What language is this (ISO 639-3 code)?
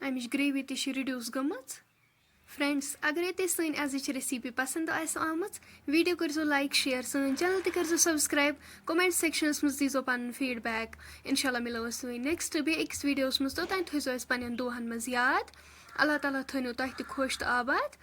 kas